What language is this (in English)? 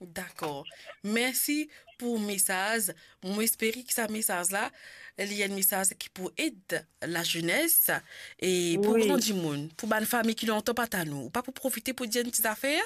Morisyen